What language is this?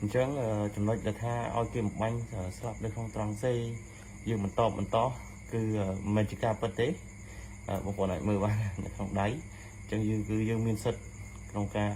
Khmer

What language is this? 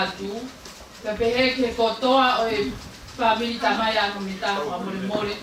Tongan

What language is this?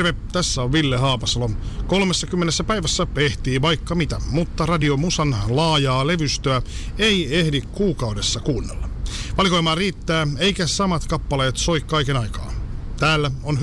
Finnish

